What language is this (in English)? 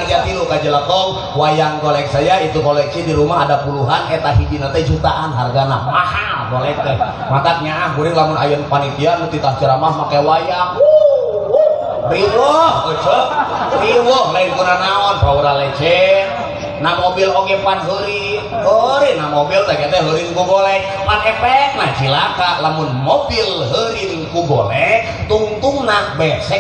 Sundanese